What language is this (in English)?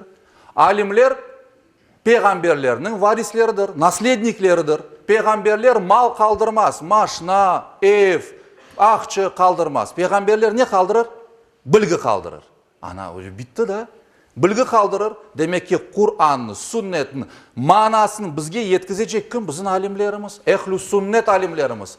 Crimean Tatar